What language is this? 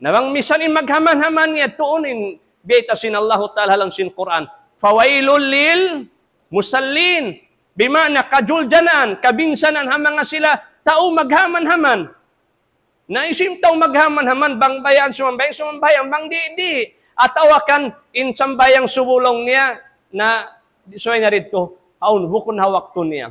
Tausug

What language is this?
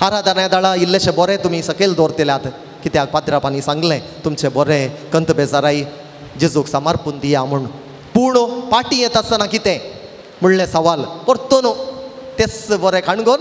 Konkani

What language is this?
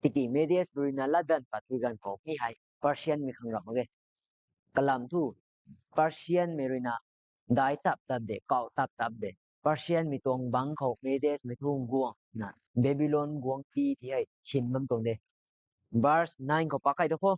Rongmei Naga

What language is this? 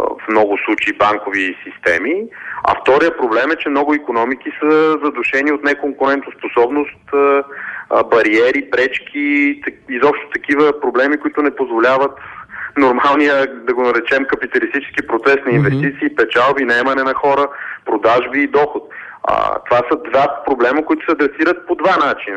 Bulgarian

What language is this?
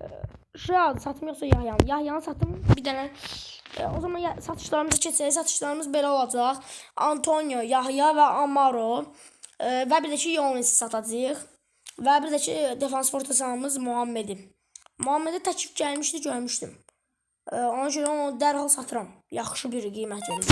Azerbaijani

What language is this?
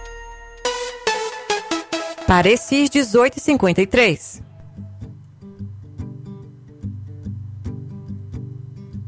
Portuguese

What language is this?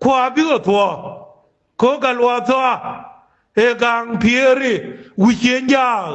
Nuer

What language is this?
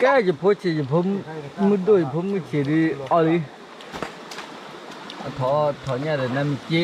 S'gaw Karen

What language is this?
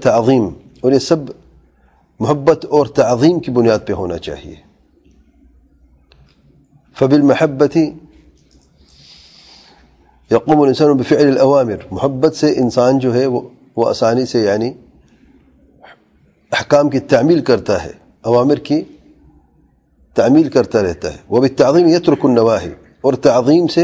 Urdu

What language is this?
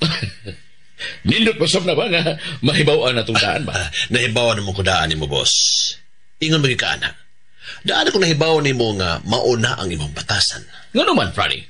Cebuano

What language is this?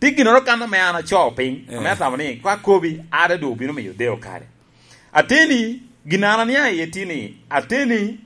Lango (Uganda)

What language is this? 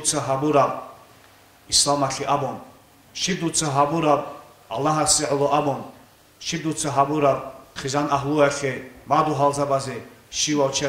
Avaric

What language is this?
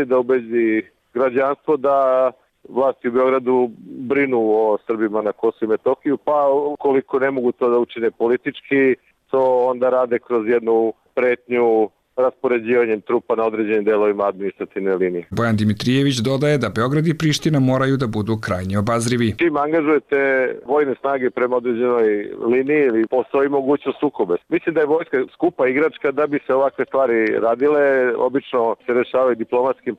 Serbian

